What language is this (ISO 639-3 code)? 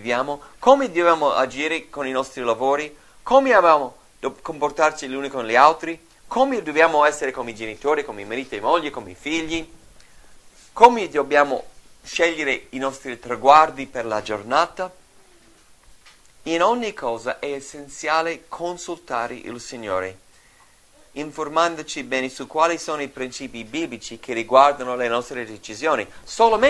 ita